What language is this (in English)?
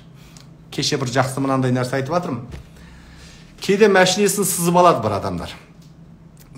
Kazakh